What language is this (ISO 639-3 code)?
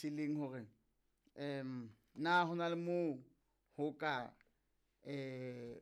sot